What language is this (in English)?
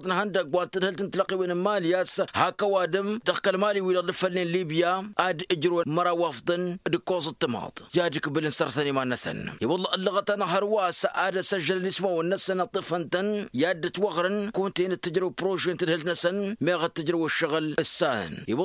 Tamasheq